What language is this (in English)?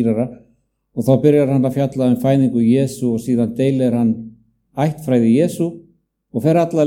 Icelandic